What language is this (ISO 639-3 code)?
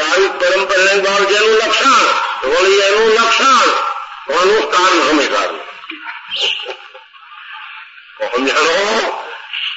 guj